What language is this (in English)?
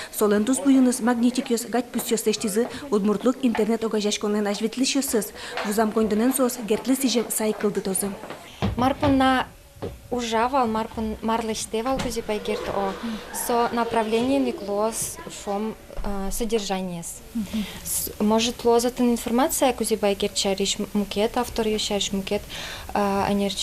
Udmurt